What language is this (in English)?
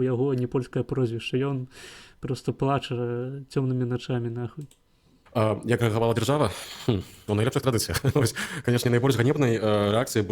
Belarusian